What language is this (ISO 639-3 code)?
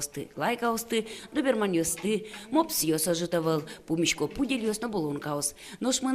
udm